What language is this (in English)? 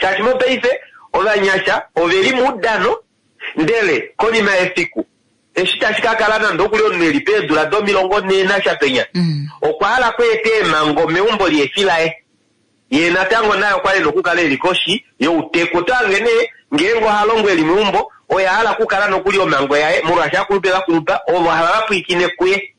Kuanyama